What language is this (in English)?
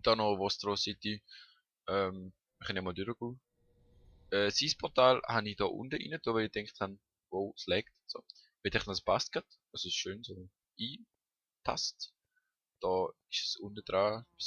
Swiss German